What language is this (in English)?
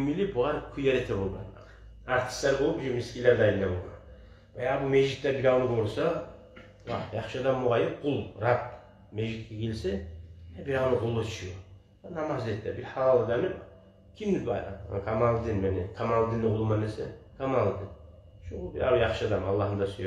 Kumyk